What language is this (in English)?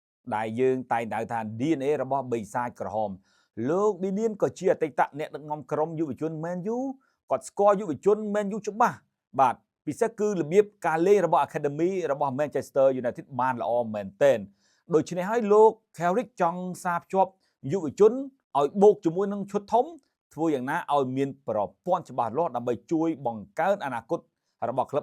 Khmer